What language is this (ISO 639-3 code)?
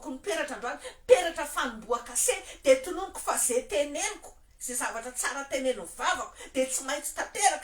mlg